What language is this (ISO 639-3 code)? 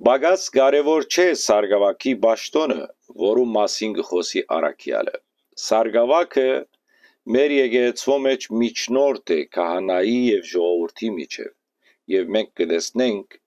hyw